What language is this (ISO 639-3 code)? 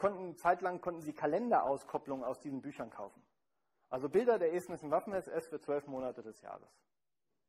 deu